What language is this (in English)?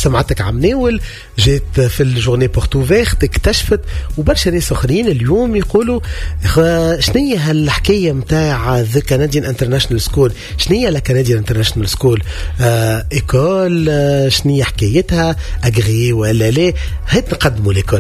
Tunisian Arabic